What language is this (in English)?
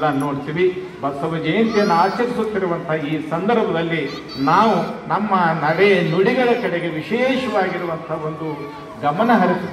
Kannada